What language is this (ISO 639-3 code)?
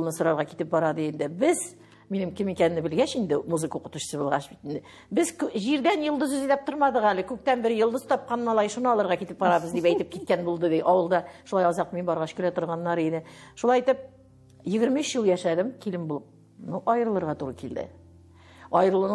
tat